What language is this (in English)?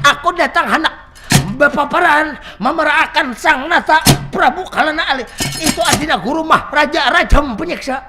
Banjar